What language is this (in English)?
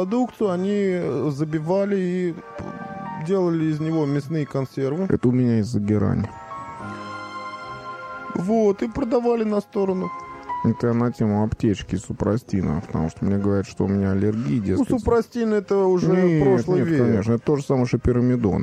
Russian